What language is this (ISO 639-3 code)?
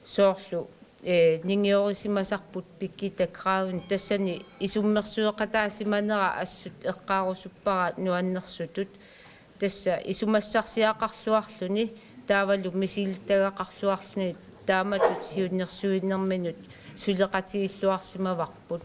kal